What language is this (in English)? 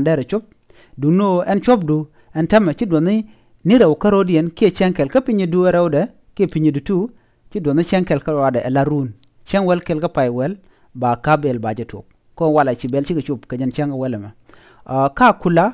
Nuer